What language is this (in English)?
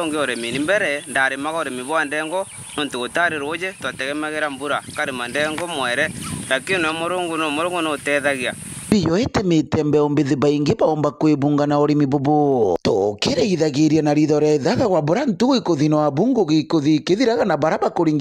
Meru